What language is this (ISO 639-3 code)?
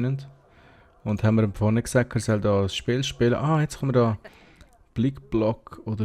gsw